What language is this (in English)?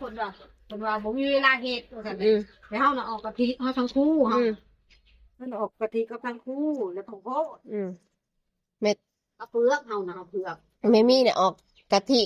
Northeastern Thai